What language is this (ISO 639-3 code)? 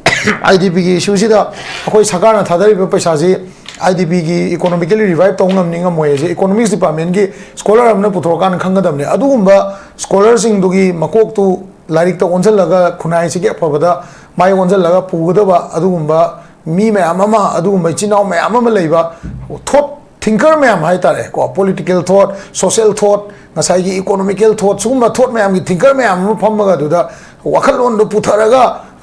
mni